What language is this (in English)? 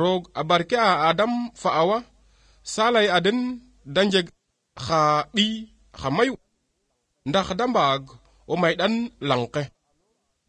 Serer